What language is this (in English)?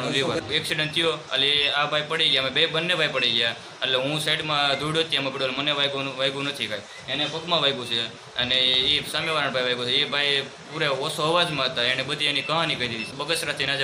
Gujarati